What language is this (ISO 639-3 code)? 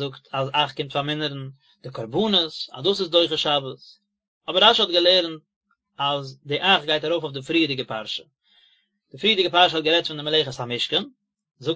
yid